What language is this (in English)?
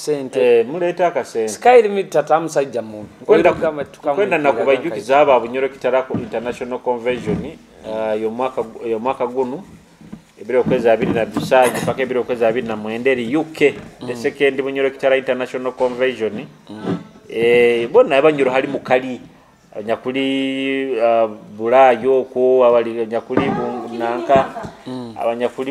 Nyoro